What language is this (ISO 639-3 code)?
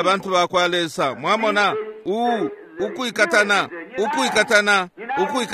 bem